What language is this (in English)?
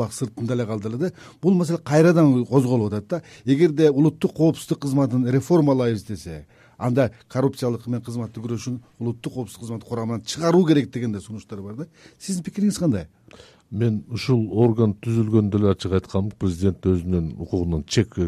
Kyrgyz